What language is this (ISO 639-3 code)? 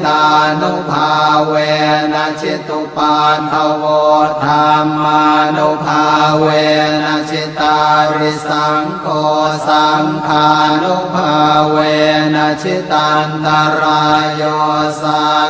pli